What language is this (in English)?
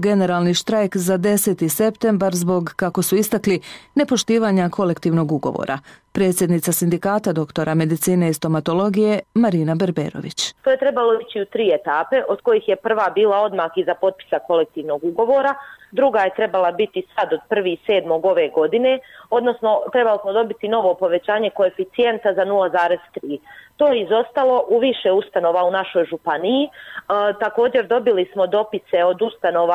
Bosnian